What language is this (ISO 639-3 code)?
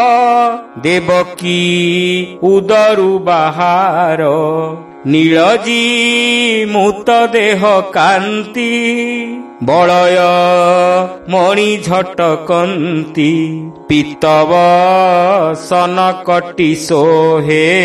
ori